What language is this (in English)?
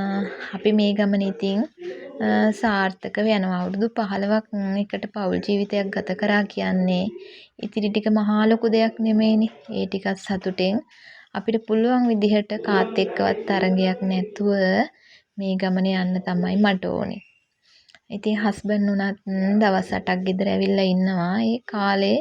Sinhala